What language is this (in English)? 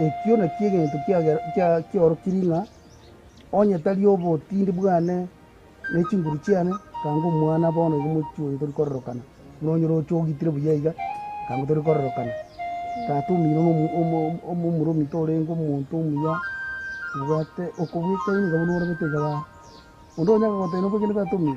Gusii